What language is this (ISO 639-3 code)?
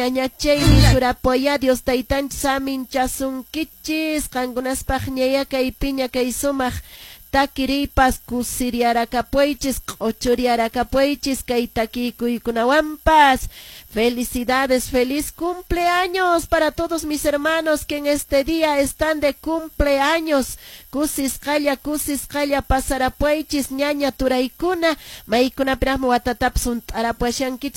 que